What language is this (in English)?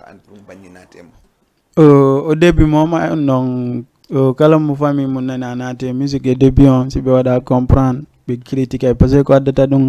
Fula